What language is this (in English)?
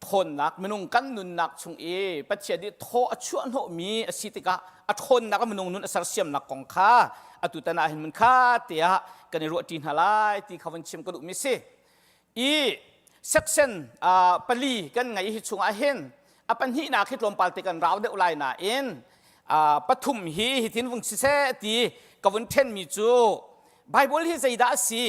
Hakha Chin